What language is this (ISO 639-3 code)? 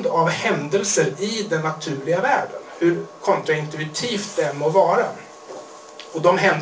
swe